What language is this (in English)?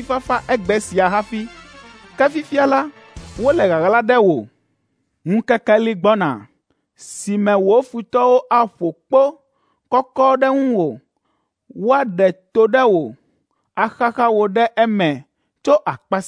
Ewe